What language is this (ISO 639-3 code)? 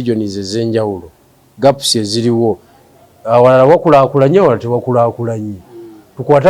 lug